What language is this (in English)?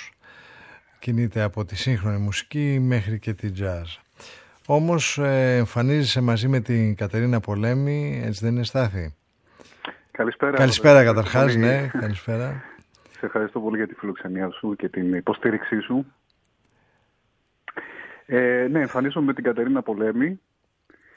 Greek